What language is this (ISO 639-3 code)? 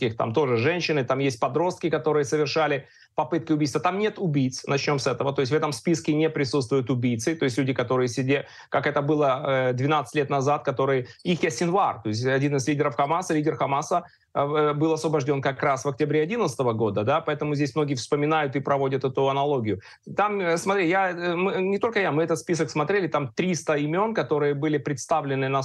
rus